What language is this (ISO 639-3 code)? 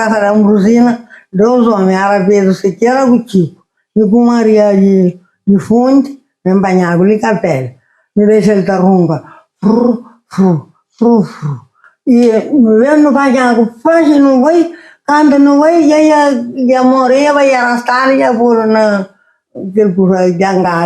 kea